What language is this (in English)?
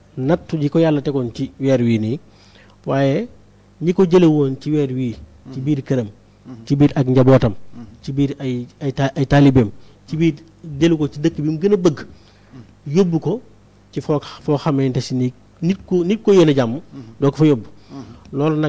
Wolof